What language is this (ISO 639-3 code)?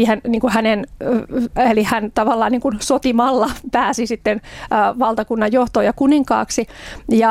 fin